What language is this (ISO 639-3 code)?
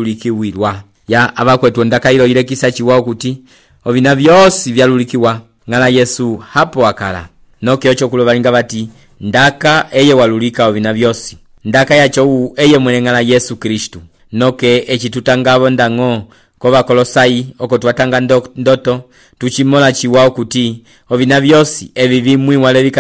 umb